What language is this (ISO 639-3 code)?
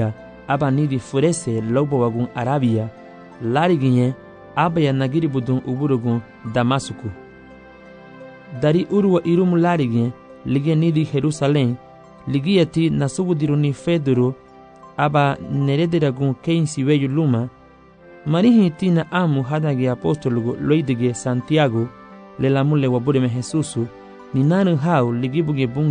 cab